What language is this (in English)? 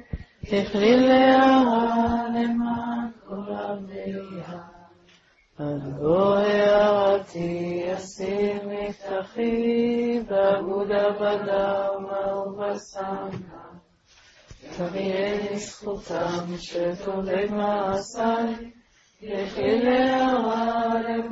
Hebrew